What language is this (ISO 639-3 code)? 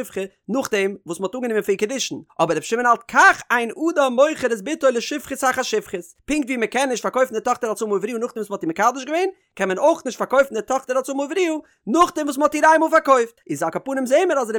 yid